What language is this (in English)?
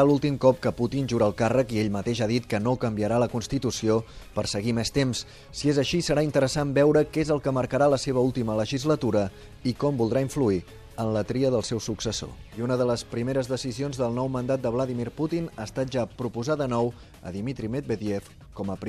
Catalan